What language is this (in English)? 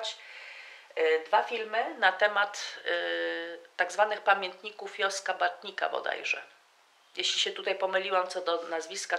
Polish